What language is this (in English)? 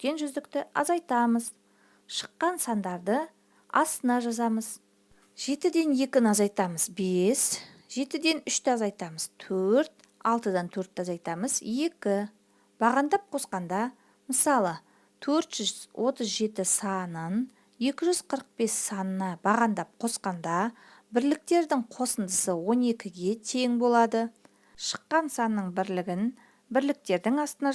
Kazakh